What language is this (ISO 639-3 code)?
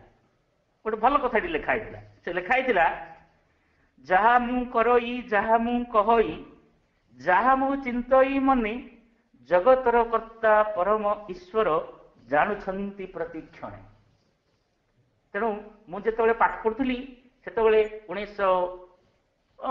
ori